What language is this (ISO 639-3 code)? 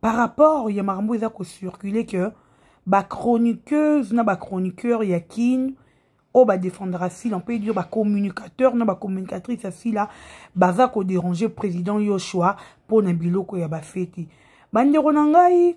lin